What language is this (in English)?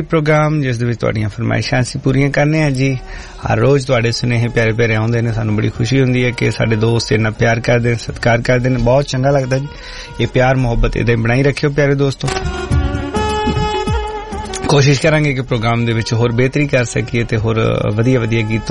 Punjabi